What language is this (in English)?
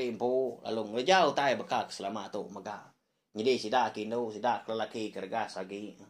Iban